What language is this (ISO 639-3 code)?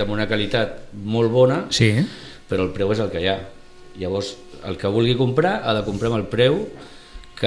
cat